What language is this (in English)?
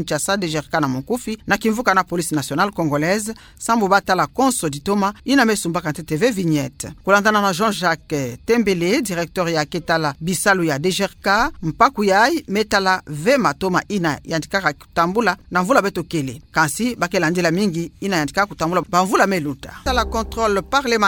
Kituba (Democratic Republic of Congo)